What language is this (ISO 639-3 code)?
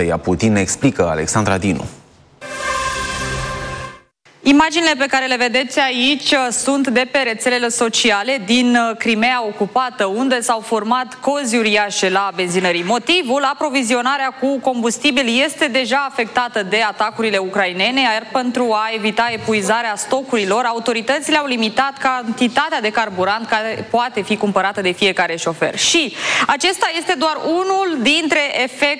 ron